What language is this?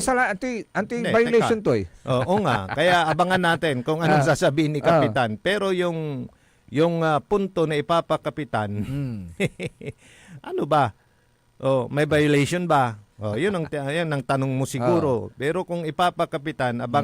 Pangasinan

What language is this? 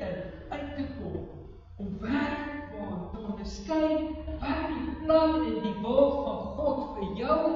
Afrikaans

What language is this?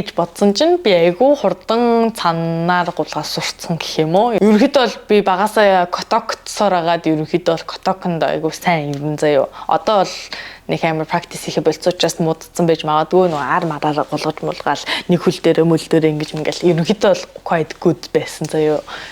Mongolian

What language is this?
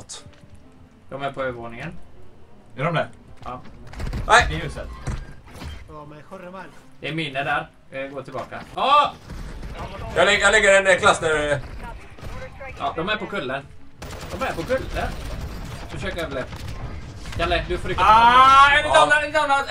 Swedish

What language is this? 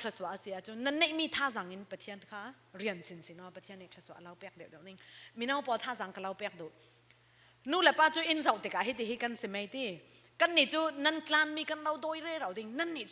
Falam Chin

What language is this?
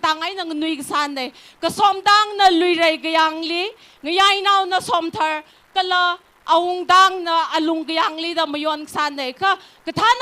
Tangkhul Naga (India)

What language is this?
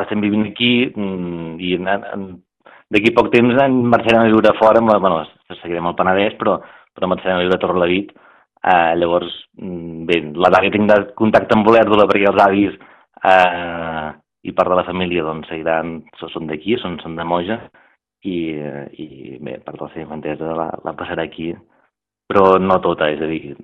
Catalan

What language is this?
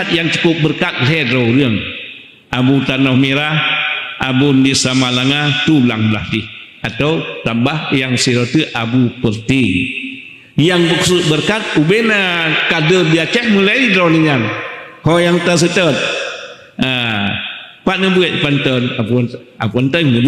Achinese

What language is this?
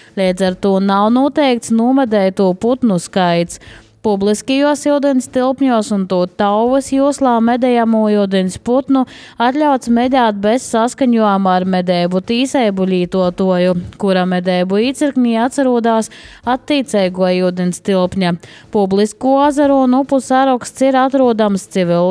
Latvian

